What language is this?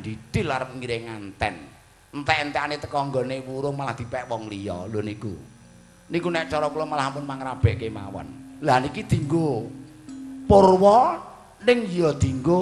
Javanese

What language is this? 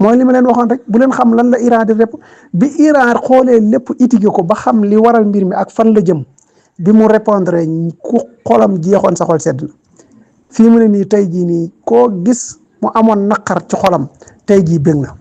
Wolof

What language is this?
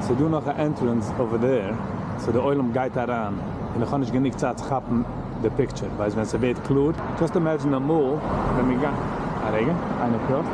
Yiddish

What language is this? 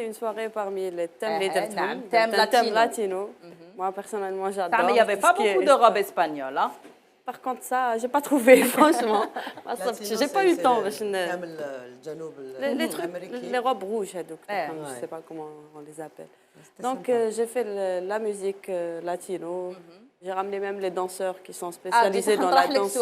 Algerian Arabic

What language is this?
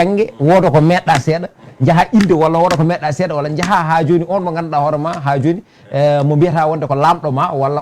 Fula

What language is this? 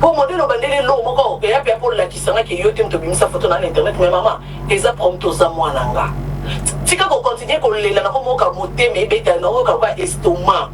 Lingala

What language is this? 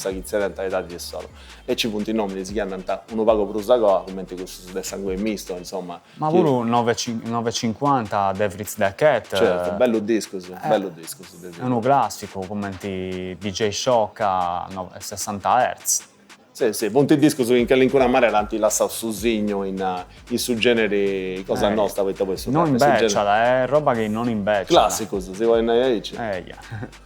Sardinian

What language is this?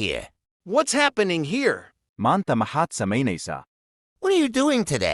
Somali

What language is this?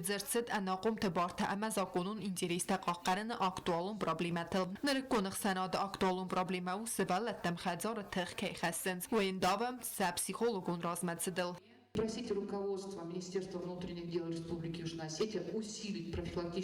Ossetic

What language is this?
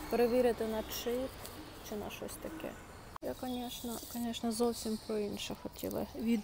Ukrainian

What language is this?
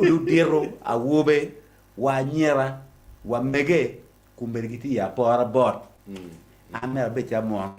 Acoli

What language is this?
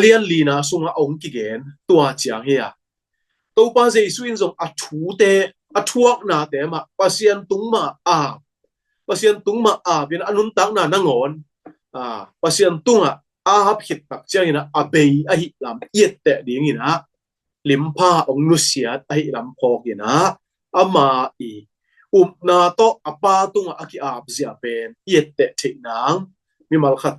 Tedim Chin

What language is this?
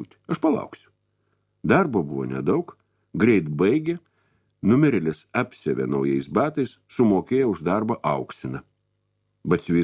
Lithuanian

